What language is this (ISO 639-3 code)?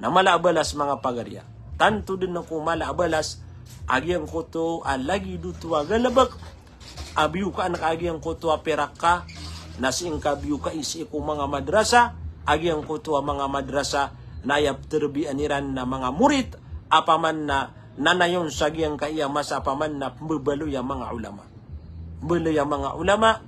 mrw